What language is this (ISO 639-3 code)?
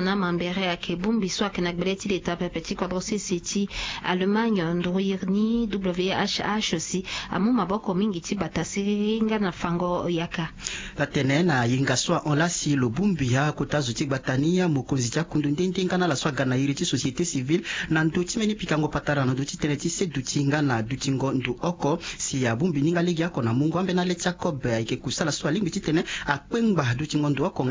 sag